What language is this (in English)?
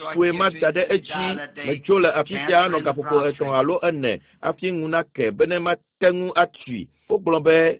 Ewe